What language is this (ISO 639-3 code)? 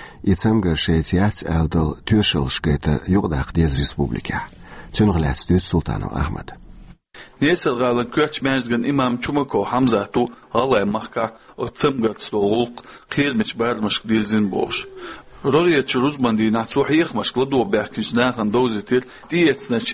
che